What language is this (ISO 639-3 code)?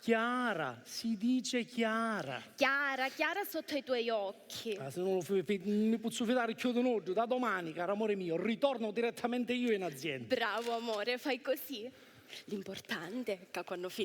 scn